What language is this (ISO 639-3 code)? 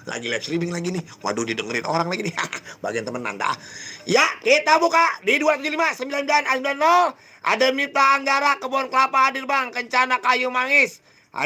bew